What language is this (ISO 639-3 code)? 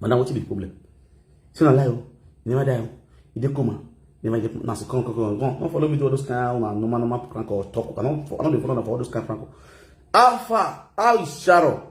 pcm